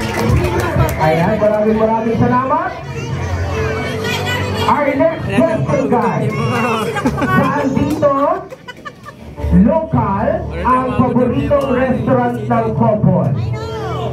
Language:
Filipino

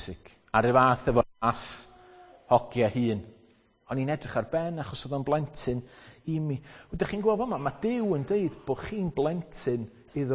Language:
Welsh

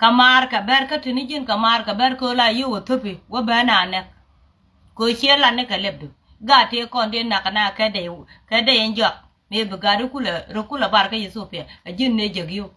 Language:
Nuer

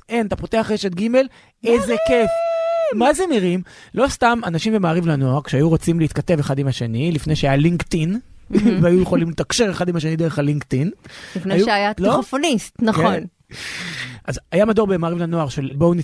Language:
Hebrew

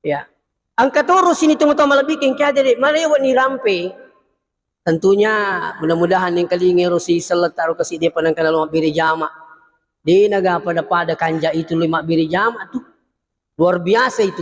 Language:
Buginese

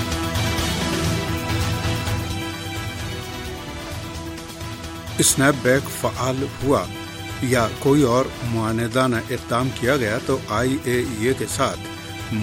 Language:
Urdu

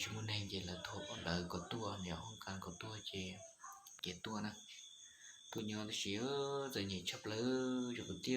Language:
Hmong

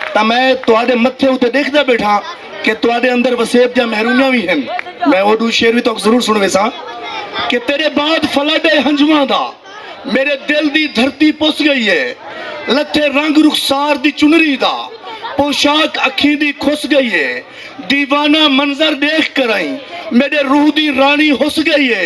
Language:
Saraiki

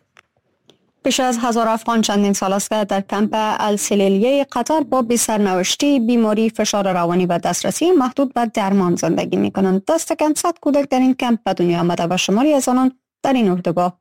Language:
Persian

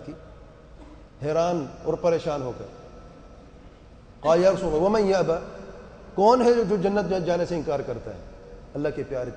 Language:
Urdu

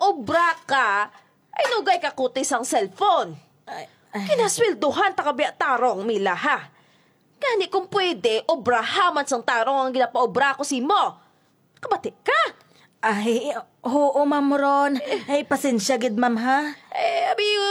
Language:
Hiligaynon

